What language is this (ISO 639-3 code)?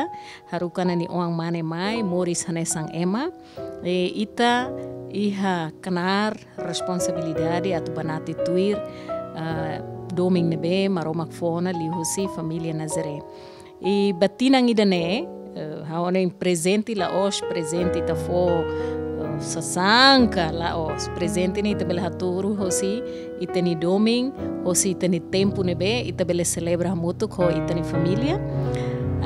tet